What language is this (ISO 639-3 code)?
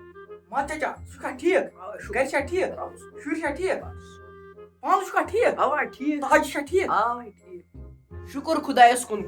kas